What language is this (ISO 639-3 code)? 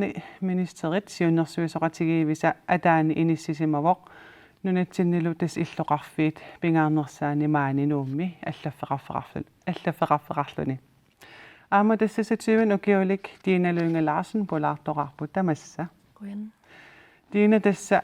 kal